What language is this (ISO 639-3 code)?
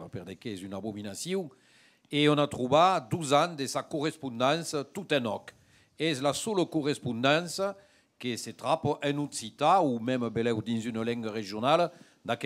oci